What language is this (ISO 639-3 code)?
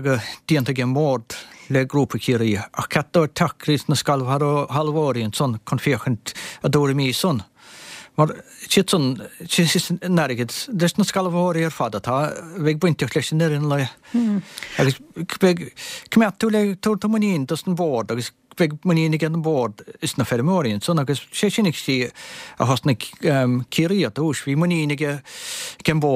gle